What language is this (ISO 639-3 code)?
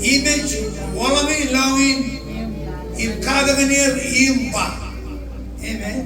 mah